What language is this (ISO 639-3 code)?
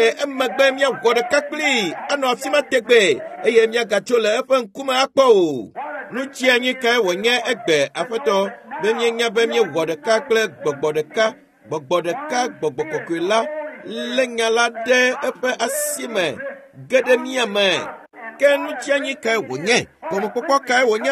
ewe